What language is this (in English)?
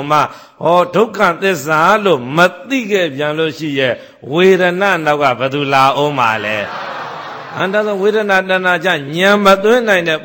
Burmese